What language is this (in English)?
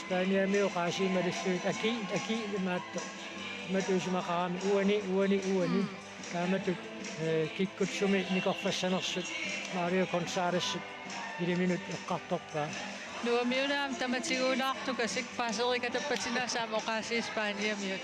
Kalaallisut